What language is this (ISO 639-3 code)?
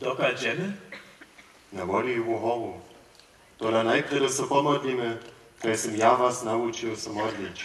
hsb